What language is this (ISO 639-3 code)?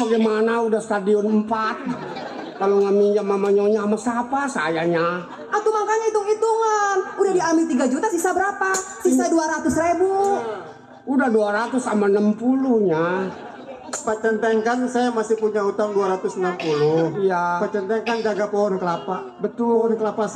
bew